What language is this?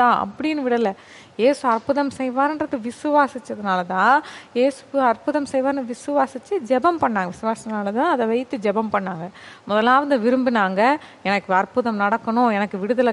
Tamil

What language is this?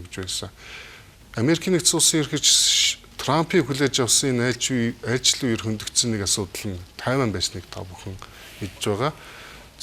Mongolian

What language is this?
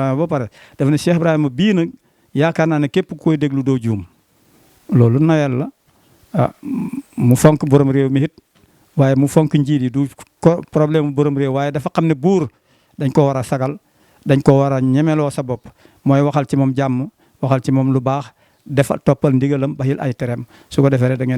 Wolof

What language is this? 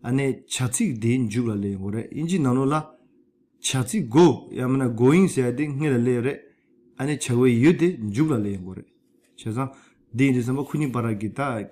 Tibetan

